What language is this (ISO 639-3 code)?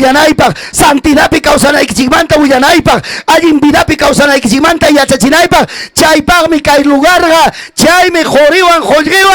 quy